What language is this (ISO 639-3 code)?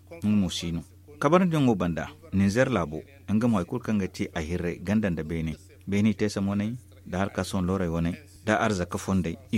dje